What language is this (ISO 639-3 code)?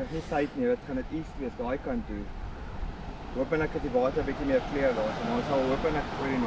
afr